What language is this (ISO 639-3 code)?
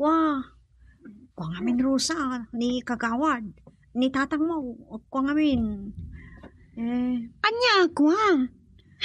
ilo